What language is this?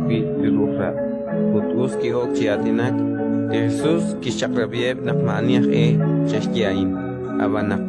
Kekchí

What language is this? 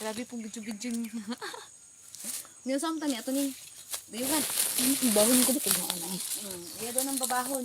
Cebuano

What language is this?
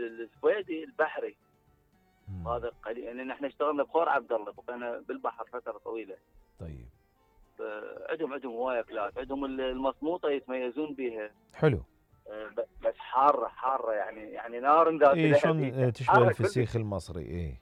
Mesopotamian Arabic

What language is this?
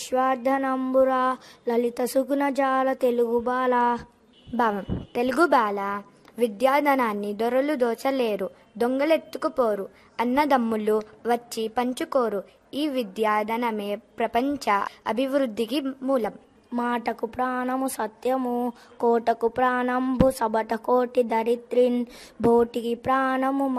Telugu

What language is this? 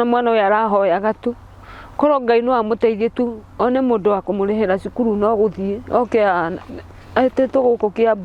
Kikuyu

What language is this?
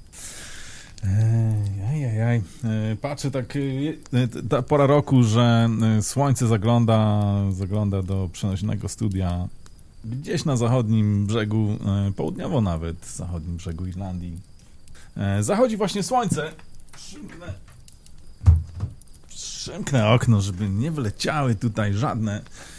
Polish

